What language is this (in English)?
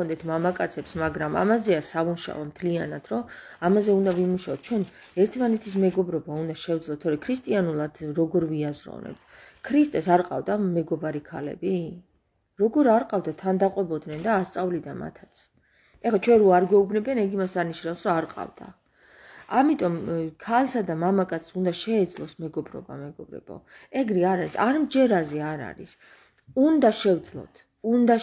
Georgian